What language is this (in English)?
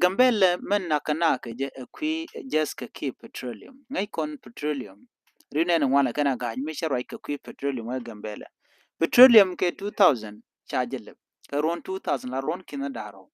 Nuer